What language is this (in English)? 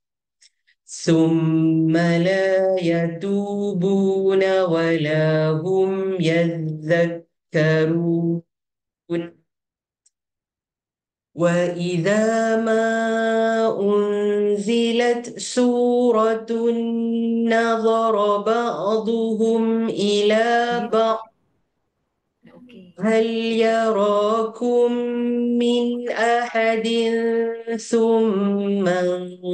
Arabic